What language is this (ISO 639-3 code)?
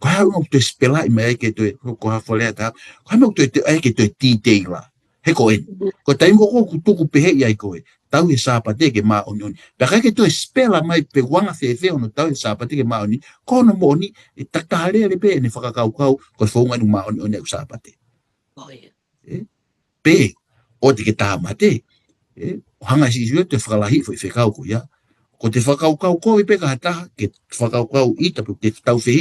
ton